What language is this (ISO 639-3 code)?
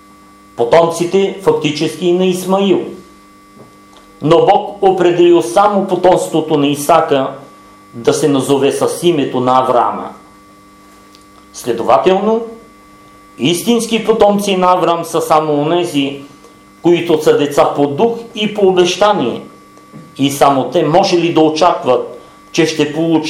bul